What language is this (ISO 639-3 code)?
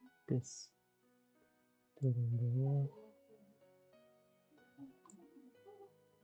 msa